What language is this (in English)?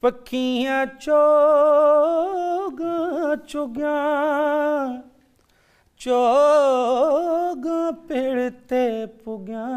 Saraiki